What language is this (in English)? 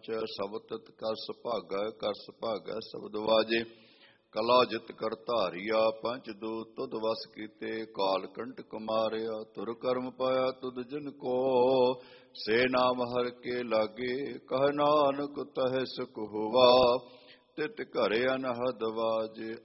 Punjabi